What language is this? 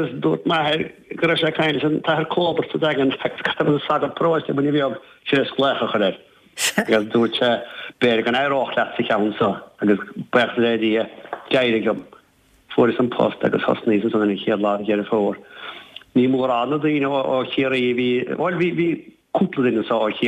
Irish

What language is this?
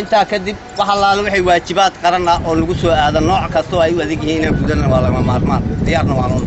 Somali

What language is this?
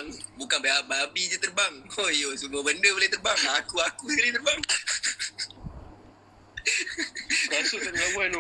Malay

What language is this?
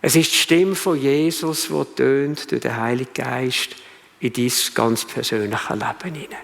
Swiss German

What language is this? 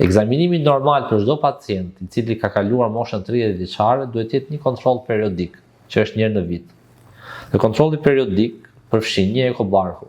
Albanian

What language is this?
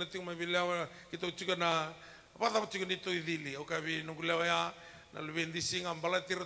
Fijian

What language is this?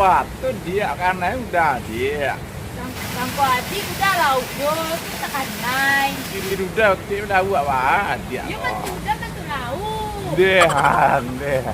Minangkabau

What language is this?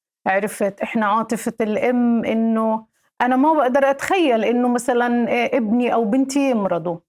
North Levantine Arabic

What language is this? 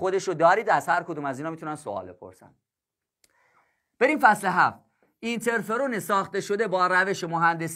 Persian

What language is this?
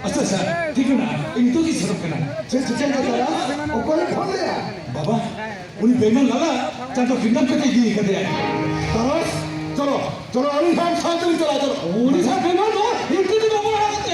Santali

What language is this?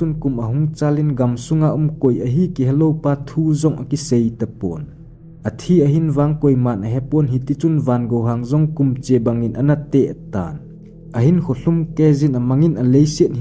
Thado Chin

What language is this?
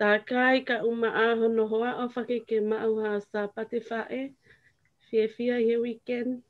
Tongan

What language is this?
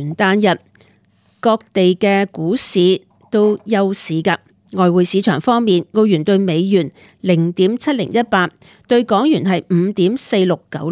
Cantonese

